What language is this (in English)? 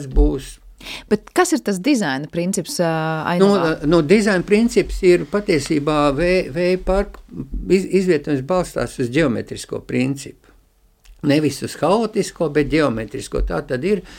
Latvian